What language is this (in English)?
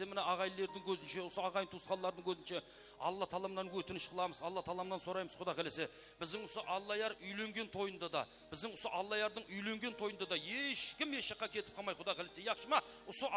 Kara-Kalpak